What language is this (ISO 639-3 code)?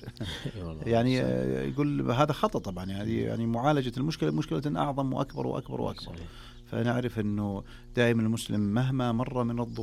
ars